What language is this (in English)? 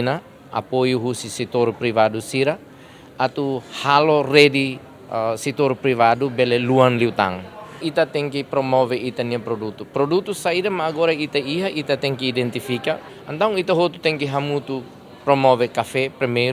Tetum